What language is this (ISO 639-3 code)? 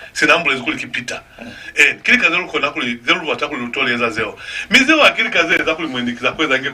loz